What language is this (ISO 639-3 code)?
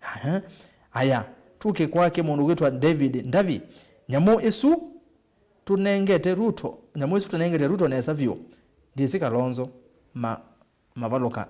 kam